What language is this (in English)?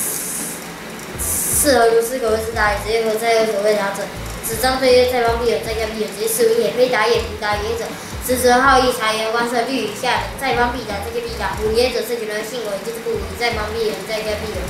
Literary Chinese